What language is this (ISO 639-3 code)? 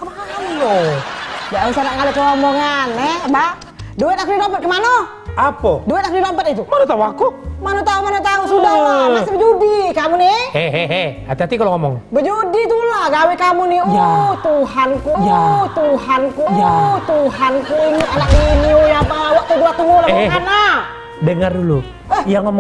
mui